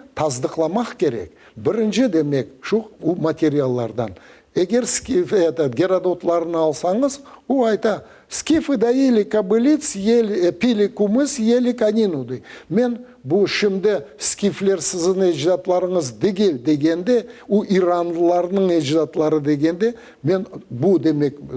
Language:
Crimean Tatar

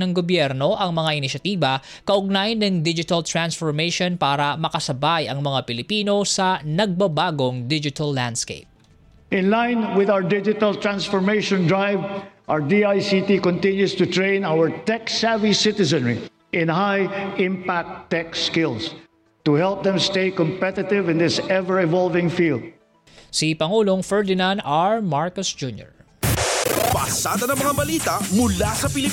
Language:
Filipino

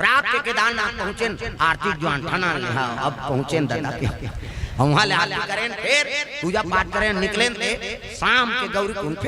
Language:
Chhattisgarhi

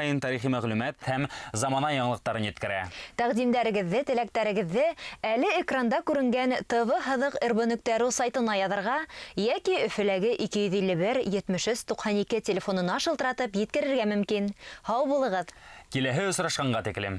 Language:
Bashkir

